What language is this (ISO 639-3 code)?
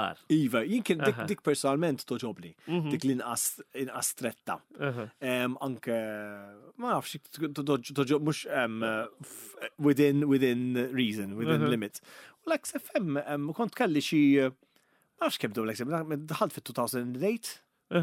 mlt